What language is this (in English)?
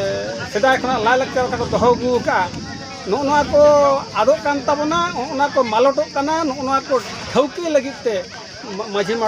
Santali